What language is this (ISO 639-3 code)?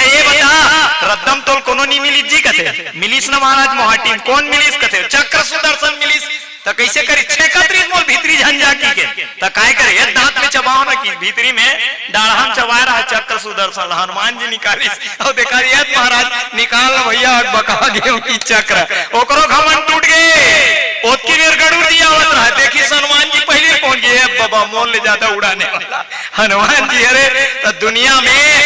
hne